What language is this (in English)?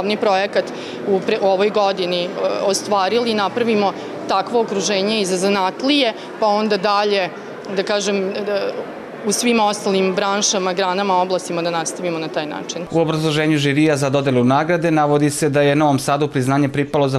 Serbian